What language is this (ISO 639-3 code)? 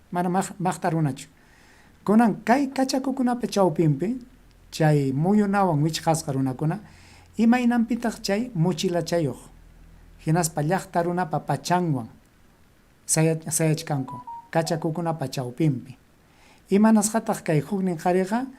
quy